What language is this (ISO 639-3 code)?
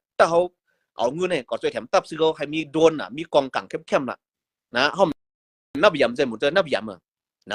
shn